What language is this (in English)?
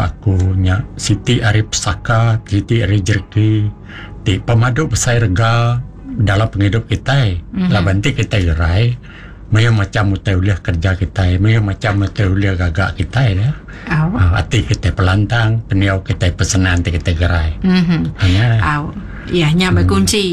Iban